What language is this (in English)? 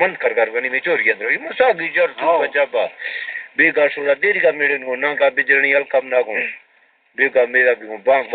Baluchi